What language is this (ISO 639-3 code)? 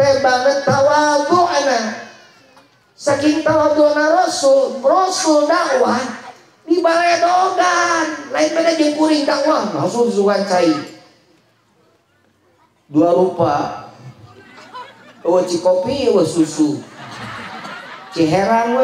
sun